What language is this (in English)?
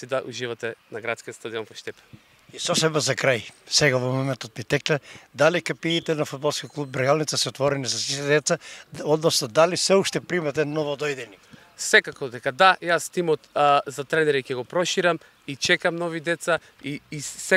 Macedonian